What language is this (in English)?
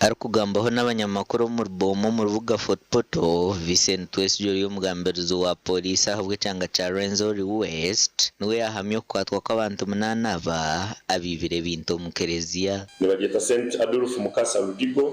Nyankole